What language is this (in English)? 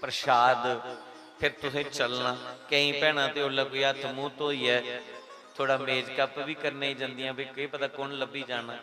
Dogri